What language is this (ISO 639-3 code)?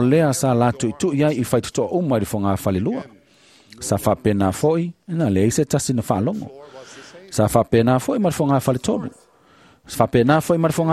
smo